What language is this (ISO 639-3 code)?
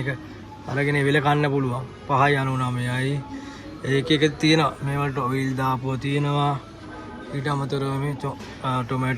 sin